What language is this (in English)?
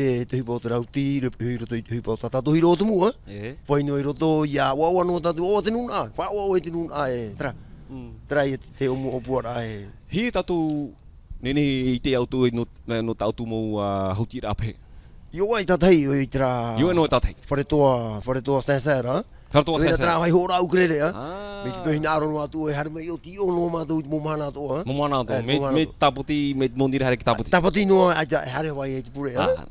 Tahitian